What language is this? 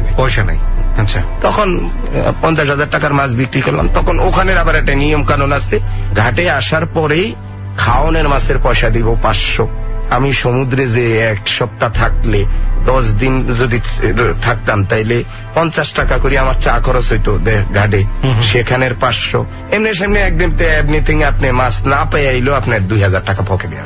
Bangla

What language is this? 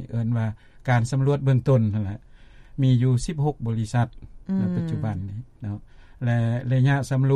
Lao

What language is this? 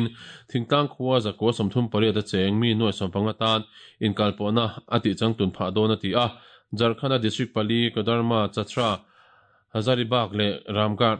Mizo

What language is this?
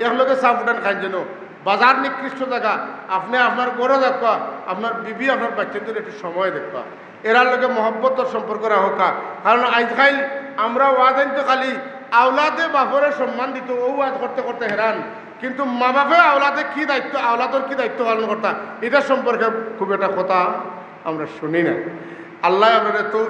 Sylheti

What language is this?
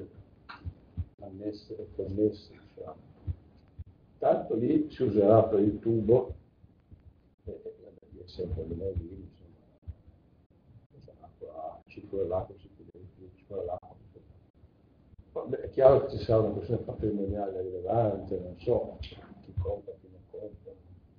Italian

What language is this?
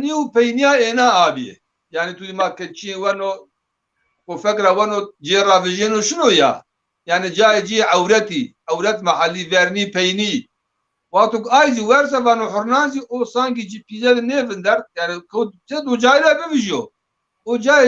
Zaza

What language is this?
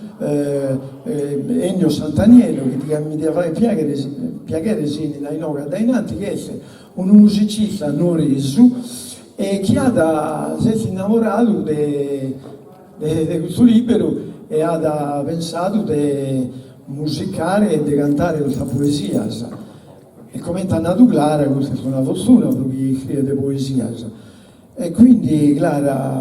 Sardinian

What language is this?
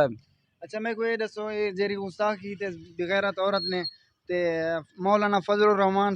Saraiki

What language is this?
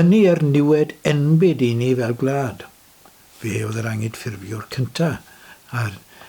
Welsh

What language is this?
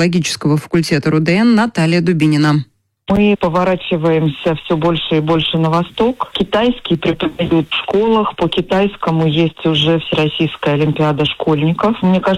Russian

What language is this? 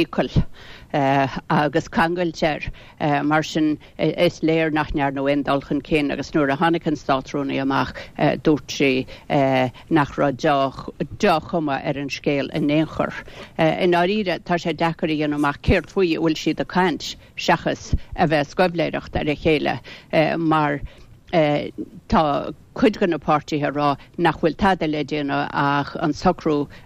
Irish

